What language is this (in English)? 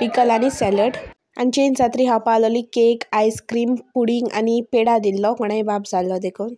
Konkani